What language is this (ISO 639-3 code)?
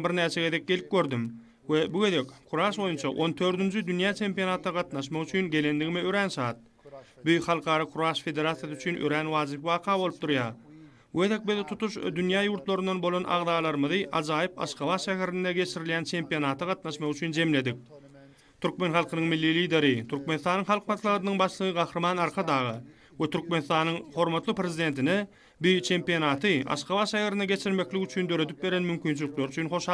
tuk